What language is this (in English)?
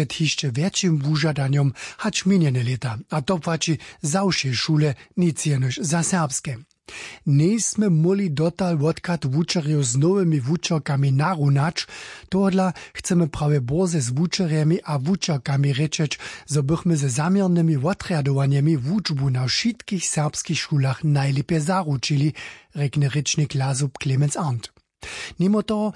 Upper Sorbian